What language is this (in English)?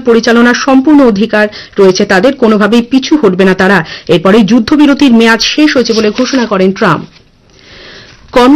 Bangla